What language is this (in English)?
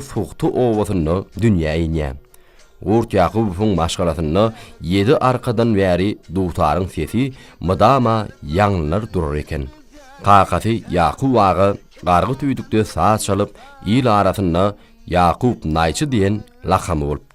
Turkmen